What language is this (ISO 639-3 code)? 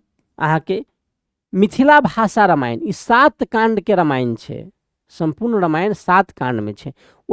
mai